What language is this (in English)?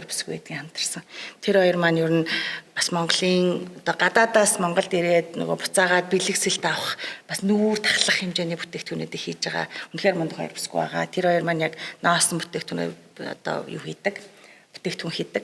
Mongolian